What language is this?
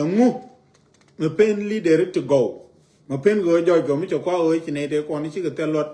Nuer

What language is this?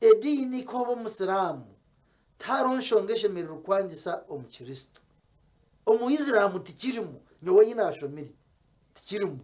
Nyankole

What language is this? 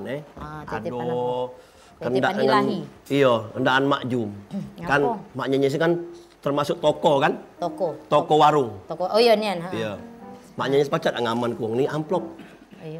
Musi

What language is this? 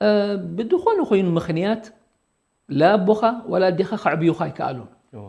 Tigrinya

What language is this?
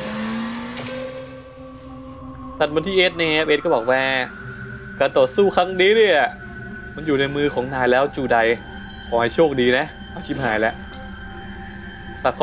Thai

